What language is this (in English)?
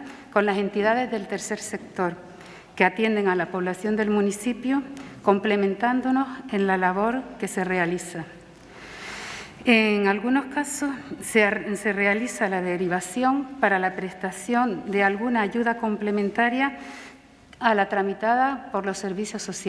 Spanish